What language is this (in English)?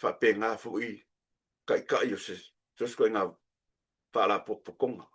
Samoan